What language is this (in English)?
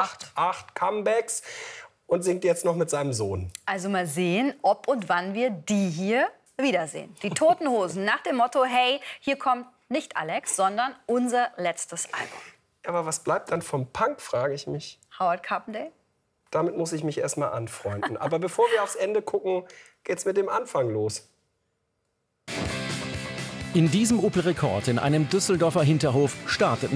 German